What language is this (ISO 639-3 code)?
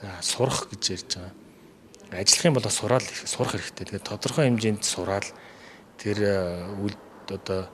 mon